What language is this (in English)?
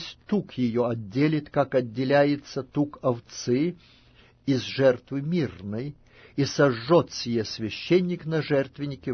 Russian